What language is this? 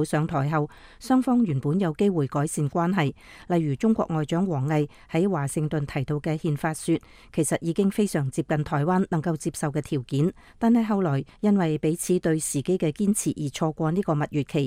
Cantonese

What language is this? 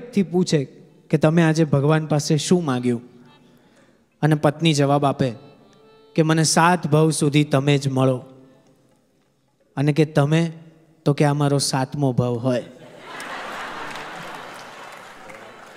Gujarati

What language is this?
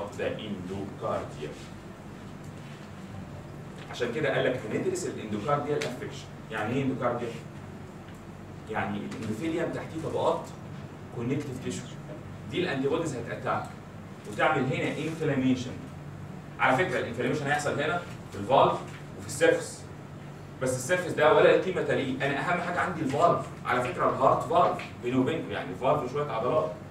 Egyptian Arabic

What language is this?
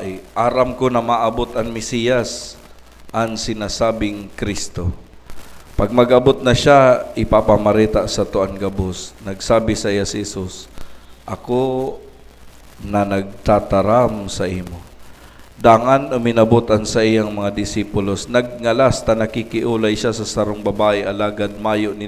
Bikol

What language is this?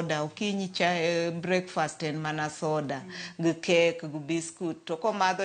Luo (Kenya and Tanzania)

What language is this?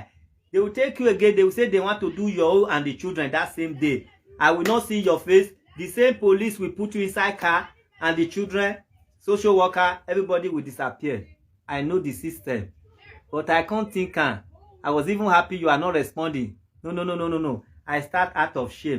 Nigerian Pidgin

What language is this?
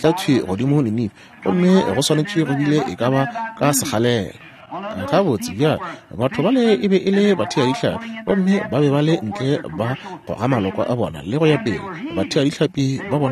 Northern Sotho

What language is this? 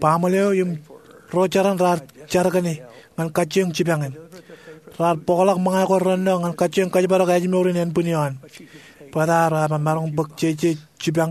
Marshallese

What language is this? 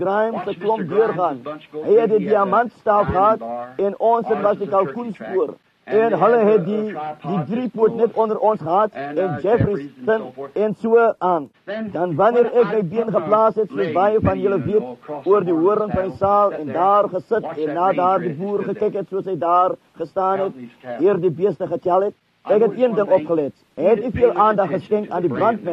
Afrikaans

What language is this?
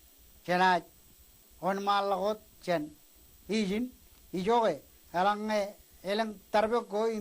Marshallese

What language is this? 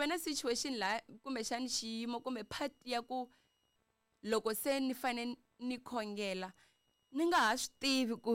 Tsonga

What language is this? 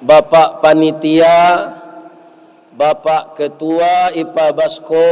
Minangkabau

